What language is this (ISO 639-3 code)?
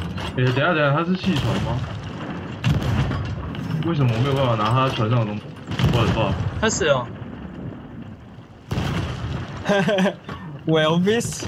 zho